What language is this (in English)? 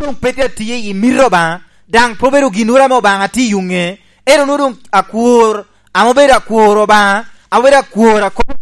Lango (Uganda)